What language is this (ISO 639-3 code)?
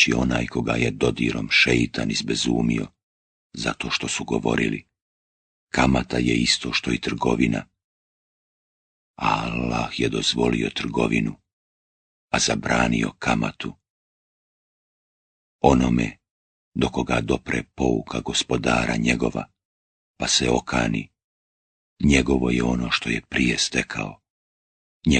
bos